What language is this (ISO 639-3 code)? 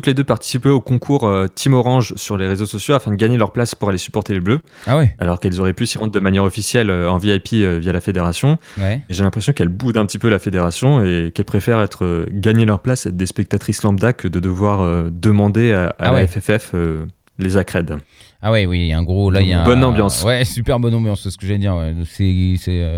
fra